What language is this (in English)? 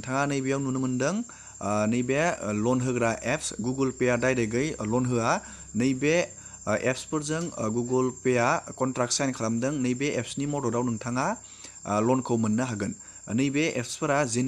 Bodo